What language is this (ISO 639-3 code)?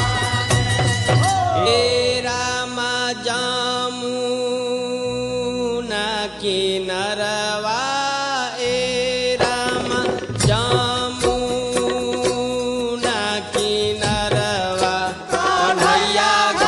bho